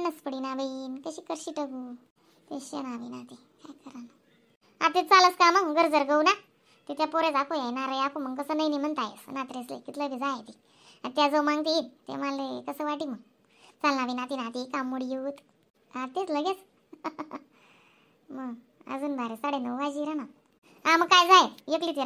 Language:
Khandesi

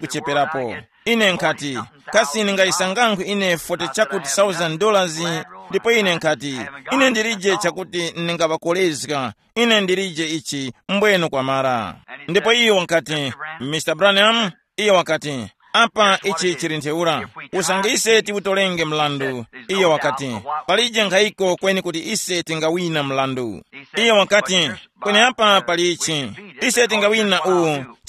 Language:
Tumbuka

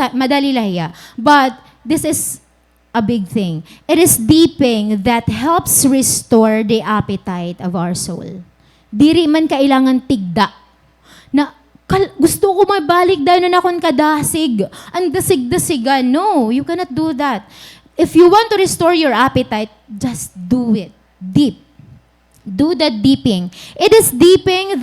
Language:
Waray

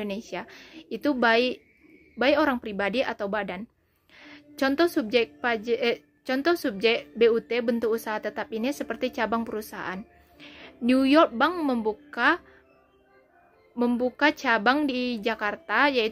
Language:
Indonesian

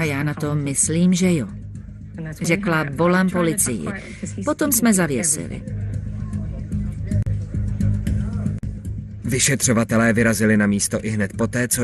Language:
Czech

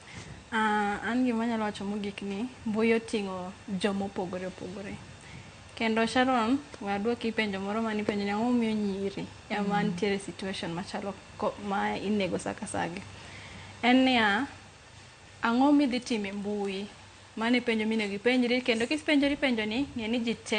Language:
Luo (Kenya and Tanzania)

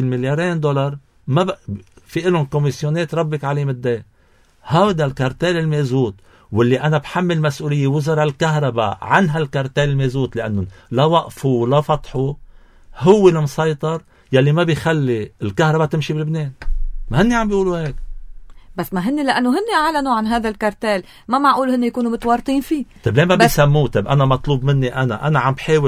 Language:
North Levantine Arabic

